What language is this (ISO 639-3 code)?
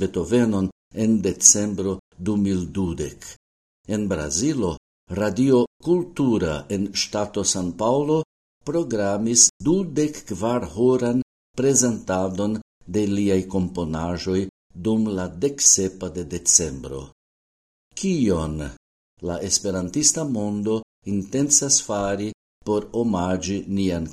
epo